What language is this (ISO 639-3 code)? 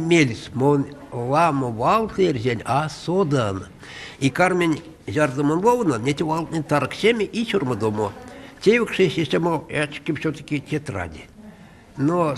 myv